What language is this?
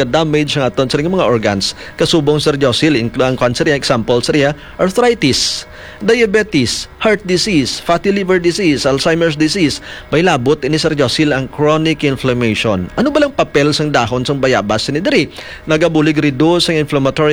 Hiligaynon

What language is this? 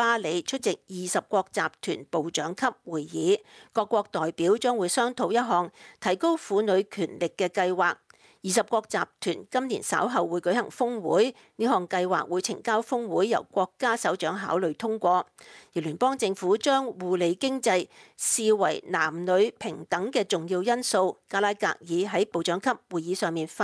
Cantonese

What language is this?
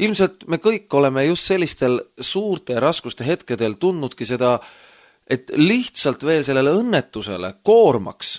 Estonian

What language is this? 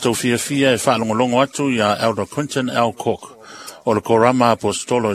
Samoan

